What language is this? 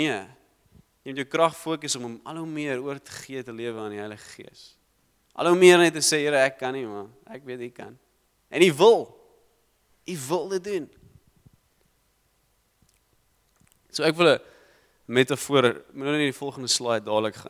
Afrikaans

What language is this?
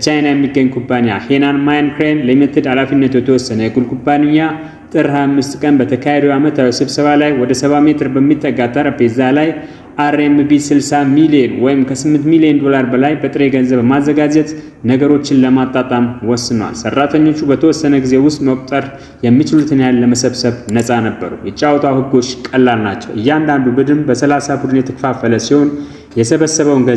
Amharic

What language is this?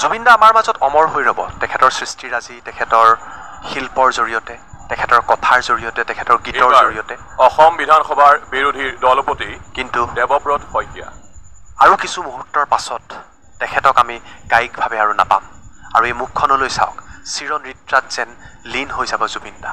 Assamese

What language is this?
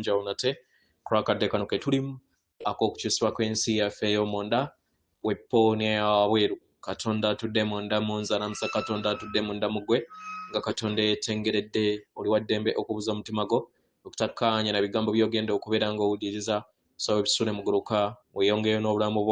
Ganda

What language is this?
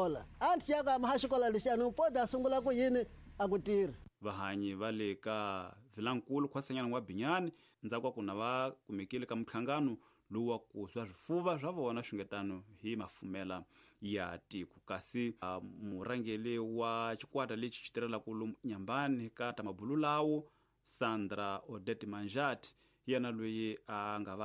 Tsonga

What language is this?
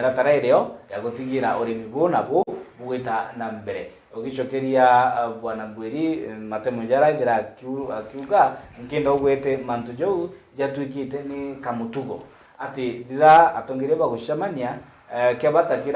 Meru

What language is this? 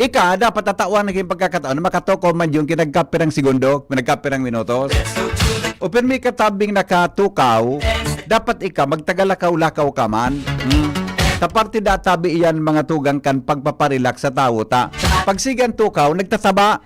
Bikol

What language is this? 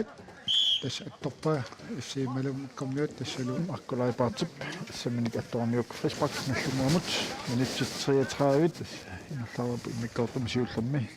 Kalaallisut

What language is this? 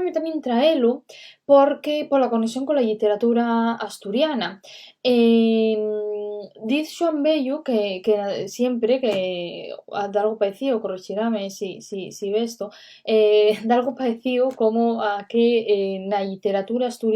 Asturian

